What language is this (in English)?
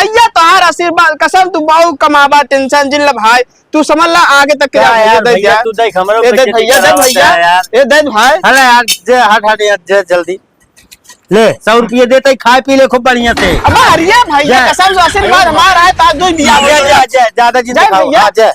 Awadhi